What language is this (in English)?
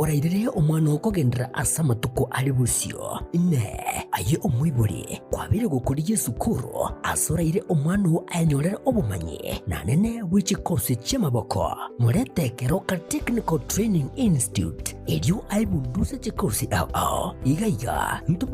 Gusii